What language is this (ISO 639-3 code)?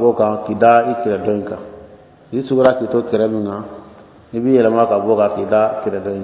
bam